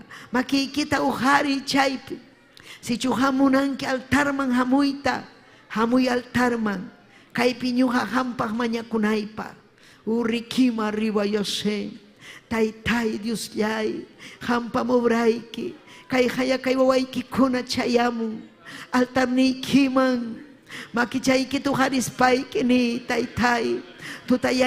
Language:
Ayacucho Quechua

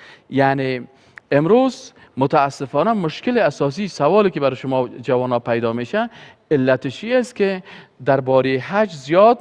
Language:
Persian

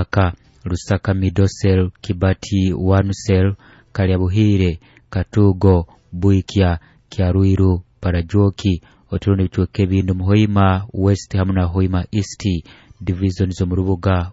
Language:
Nyoro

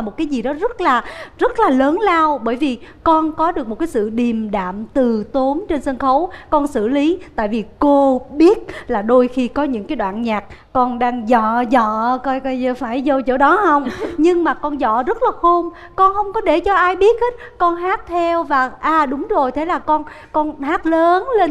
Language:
Vietnamese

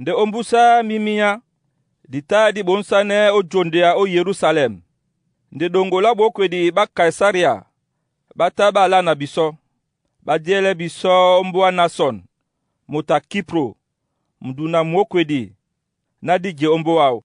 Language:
Duala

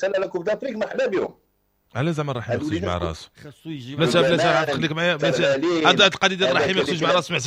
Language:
Moroccan Arabic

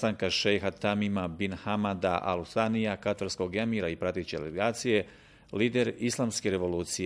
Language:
Bosnian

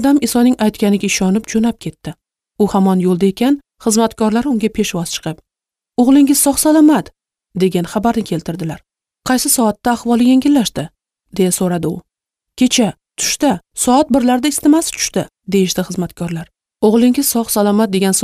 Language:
Uzbek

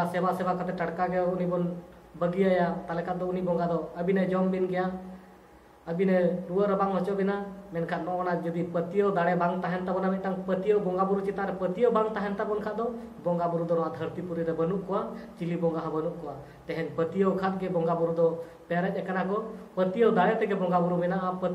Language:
Santali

